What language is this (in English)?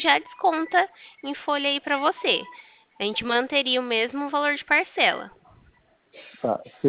Portuguese